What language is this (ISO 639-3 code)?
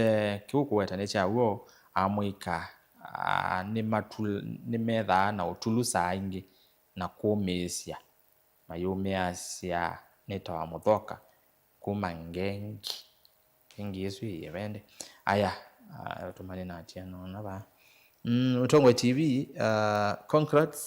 kam